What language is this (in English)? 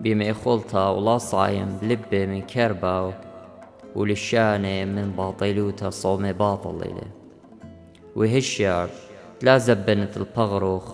Assyrian Neo-Aramaic